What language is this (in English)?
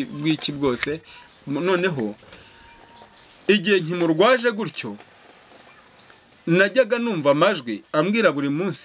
Kinyarwanda